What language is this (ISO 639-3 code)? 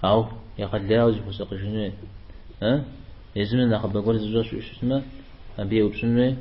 kbd